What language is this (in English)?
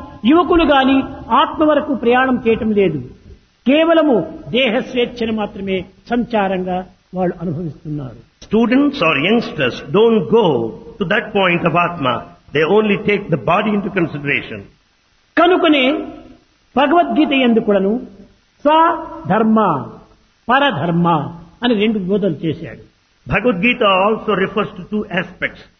Telugu